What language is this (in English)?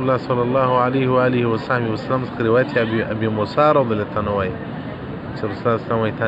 Pashto